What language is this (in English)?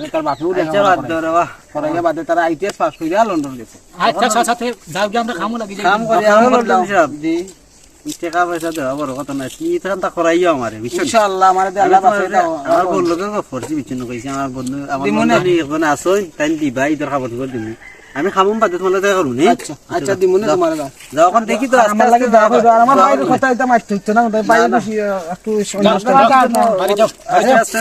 Sylheti